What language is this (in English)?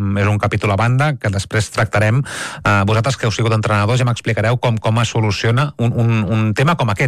Catalan